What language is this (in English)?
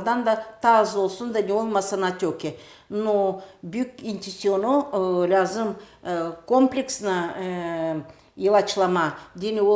Gagauz